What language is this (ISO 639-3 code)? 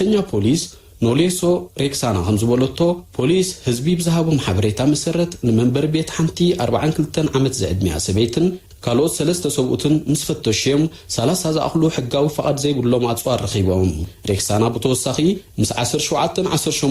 tir